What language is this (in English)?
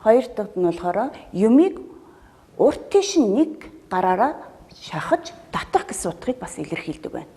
Mongolian